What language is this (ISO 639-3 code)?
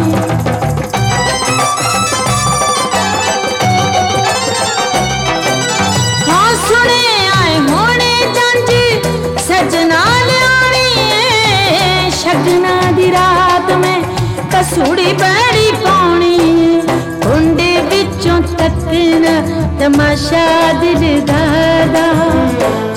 pan